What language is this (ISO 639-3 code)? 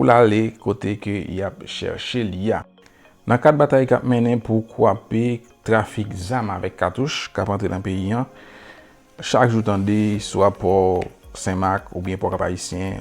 hat